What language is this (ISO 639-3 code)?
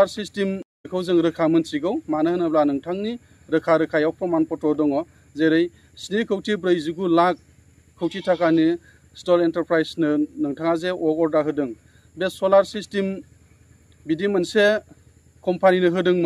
brx